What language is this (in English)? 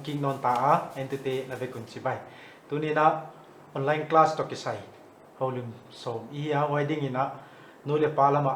Paite Chin